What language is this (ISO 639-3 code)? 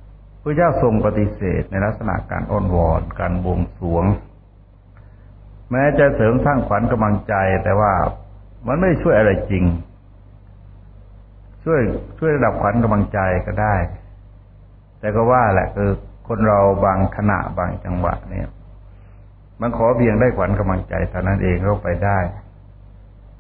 tha